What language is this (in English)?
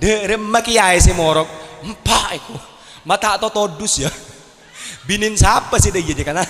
Madurese